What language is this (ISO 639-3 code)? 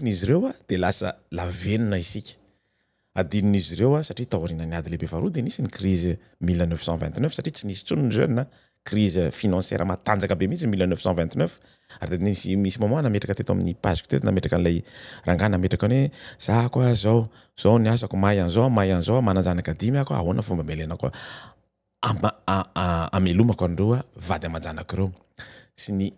mlg